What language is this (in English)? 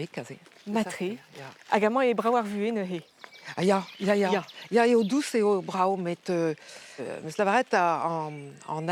Breton